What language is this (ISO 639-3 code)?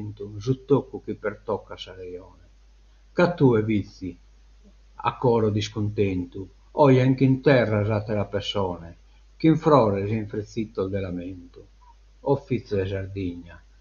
srd